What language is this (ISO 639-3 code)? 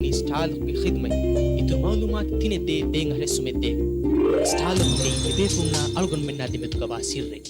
div